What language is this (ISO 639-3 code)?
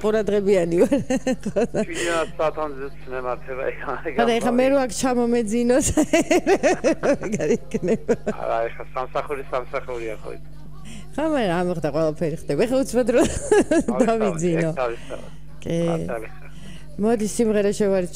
kat